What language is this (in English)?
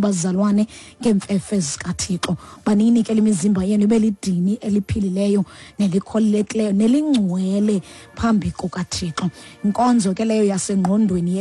Xhosa